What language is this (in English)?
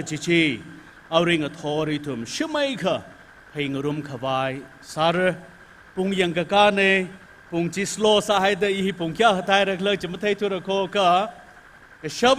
Tangkhul Naga (India)